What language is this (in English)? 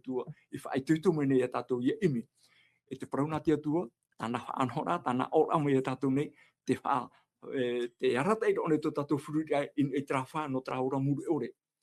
Tahitian